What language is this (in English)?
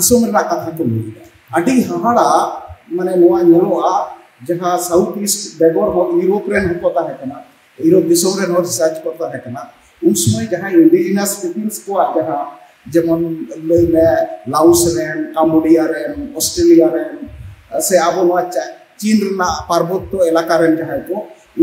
Santali